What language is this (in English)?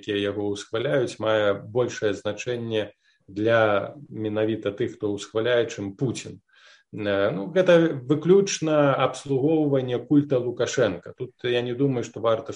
Belarusian